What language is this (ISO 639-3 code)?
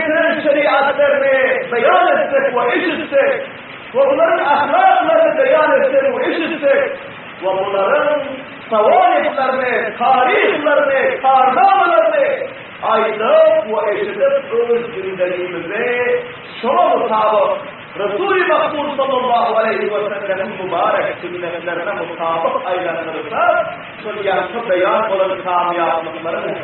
tuk